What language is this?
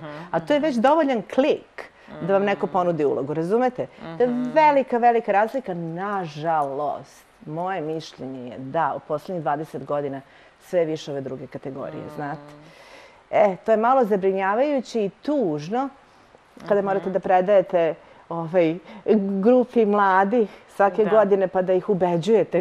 Serbian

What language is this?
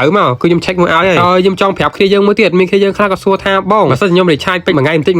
Khmer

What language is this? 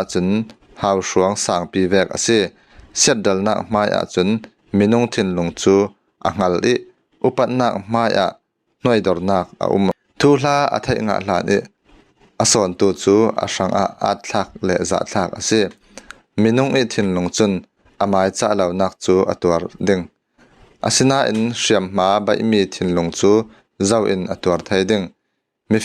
Falam Chin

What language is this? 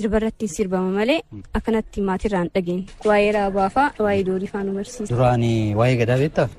Oromo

